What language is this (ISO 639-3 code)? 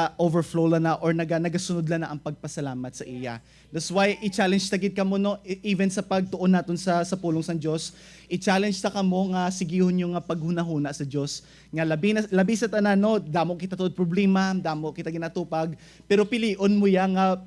hil